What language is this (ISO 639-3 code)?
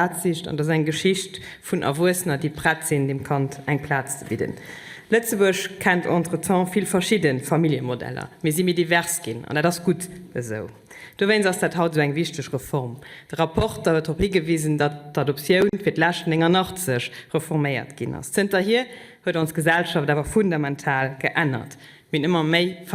ltz